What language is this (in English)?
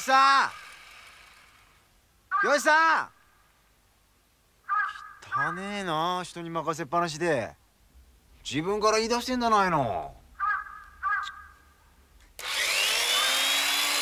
Japanese